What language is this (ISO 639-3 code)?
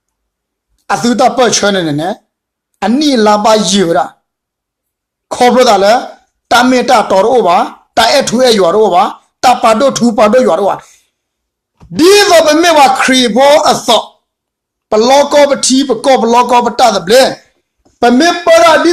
ksw